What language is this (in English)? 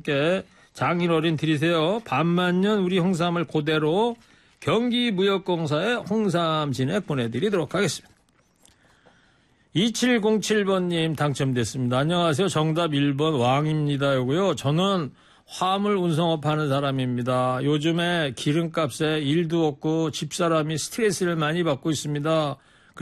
Korean